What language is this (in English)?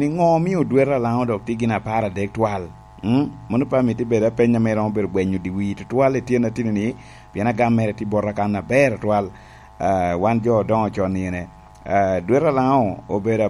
Lango (Uganda)